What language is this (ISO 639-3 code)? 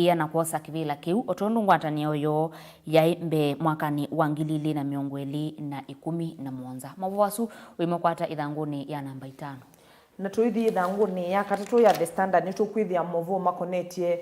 kam